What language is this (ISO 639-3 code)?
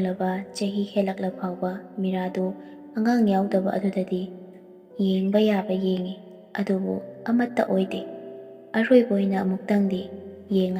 mni